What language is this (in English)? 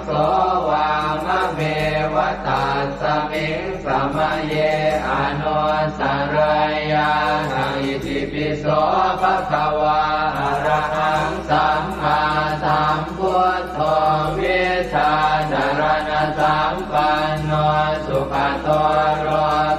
Pali